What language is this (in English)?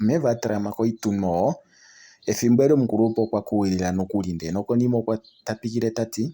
Kuanyama